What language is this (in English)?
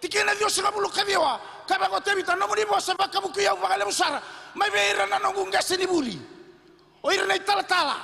Fijian